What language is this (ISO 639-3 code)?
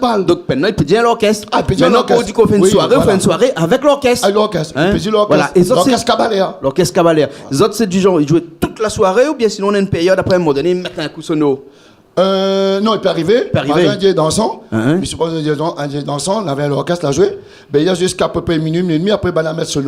rcf